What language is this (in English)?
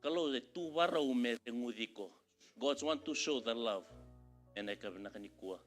Fijian